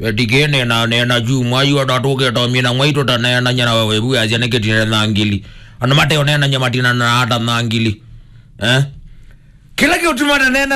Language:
Kamba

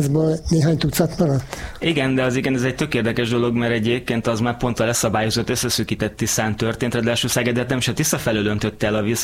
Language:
Hungarian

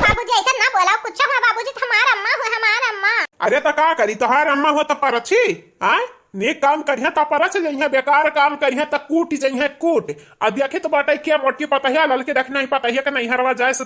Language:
Awadhi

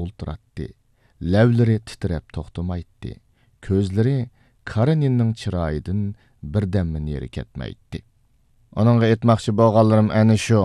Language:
Uyghur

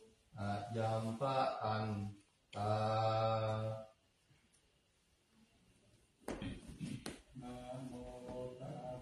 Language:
Thai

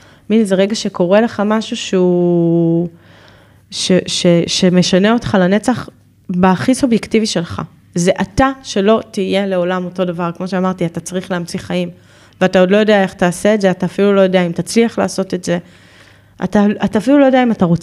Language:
Hebrew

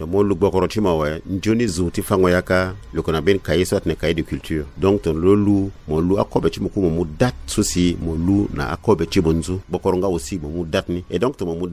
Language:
Sango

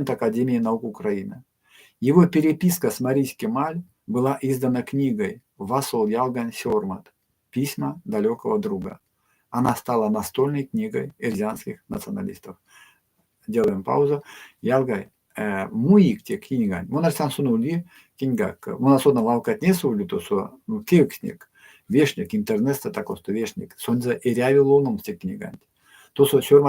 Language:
Erzya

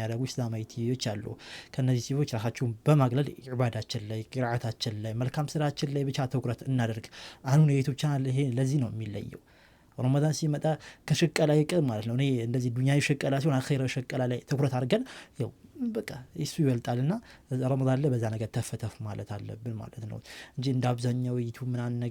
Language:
Amharic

